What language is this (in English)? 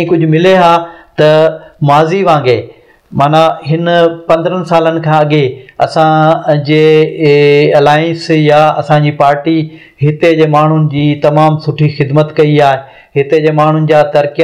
Sindhi